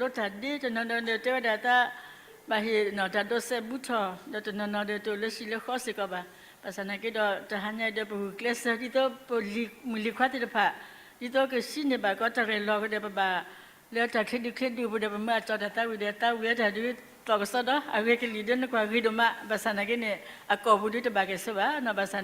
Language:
S'gaw Karen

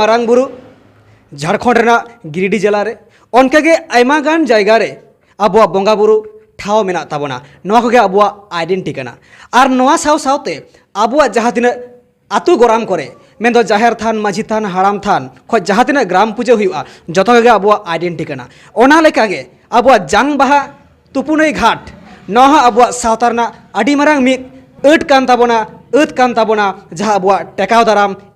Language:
Santali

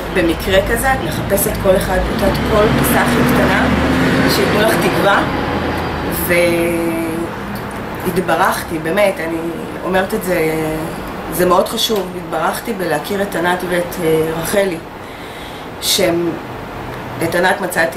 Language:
Hebrew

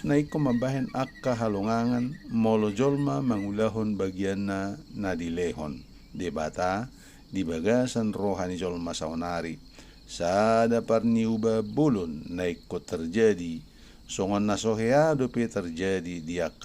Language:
Batak Toba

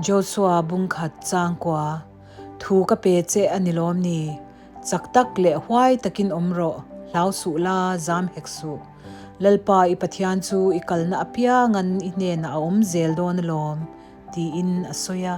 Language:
Mizo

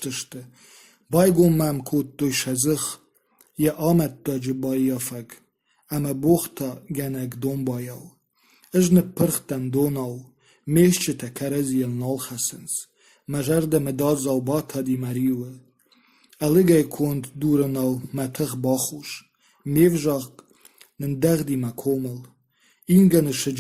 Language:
Ossetic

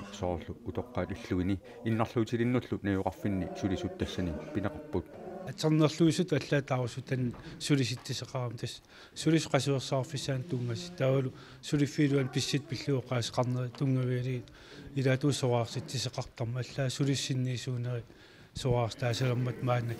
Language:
Kalaallisut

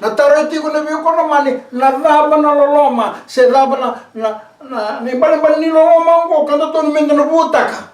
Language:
Fijian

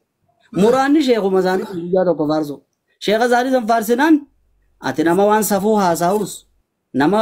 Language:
Oromo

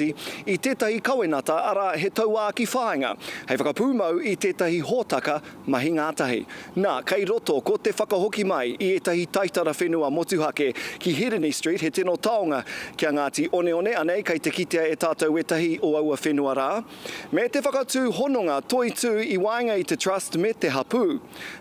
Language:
Māori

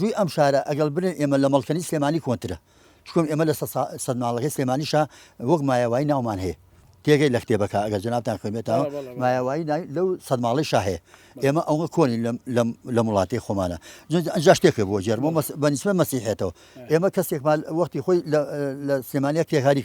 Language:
Central Kurdish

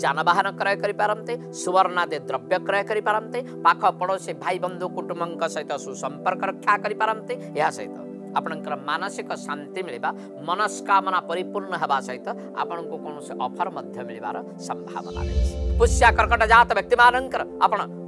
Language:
Odia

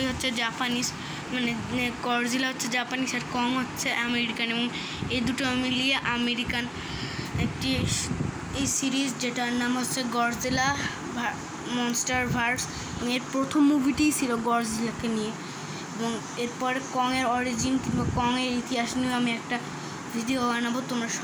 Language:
Bangla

